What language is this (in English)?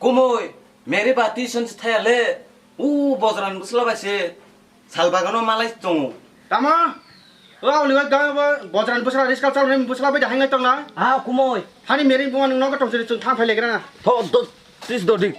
Kok Borok